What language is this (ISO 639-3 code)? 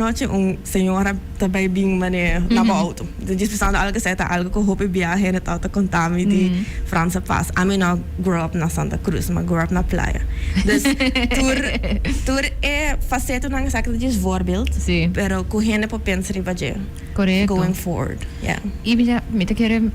pap